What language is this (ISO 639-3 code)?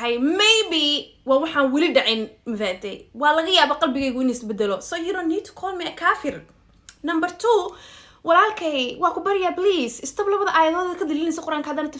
som